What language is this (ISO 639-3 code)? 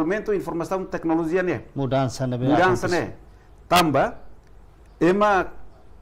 tet